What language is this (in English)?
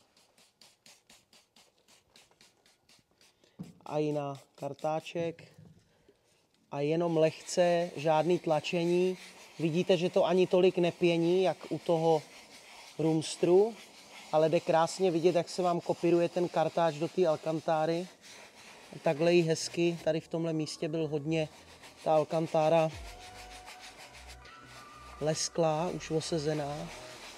Czech